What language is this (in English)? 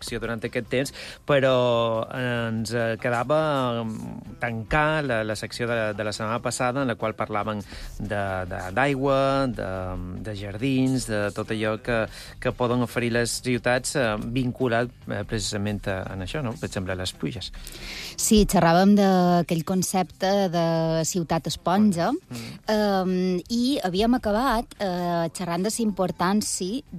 Catalan